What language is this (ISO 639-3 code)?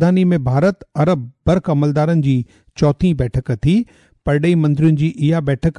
snd